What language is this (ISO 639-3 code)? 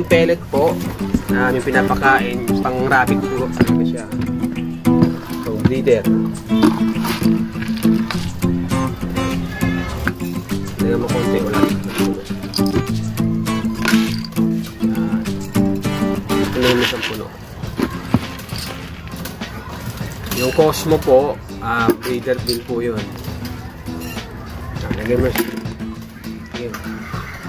fil